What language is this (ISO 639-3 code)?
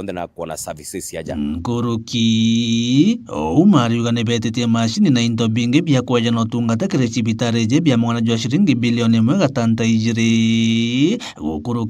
mer